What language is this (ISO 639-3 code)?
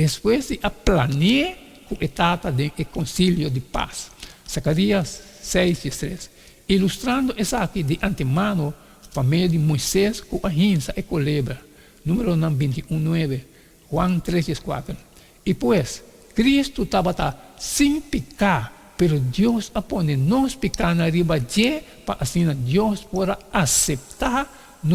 pap